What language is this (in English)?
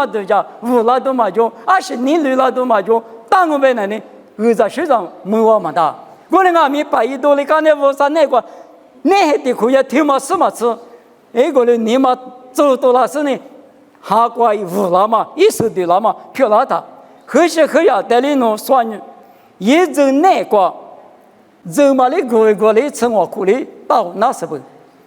Lisu